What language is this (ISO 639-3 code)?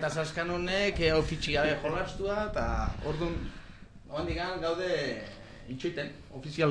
eus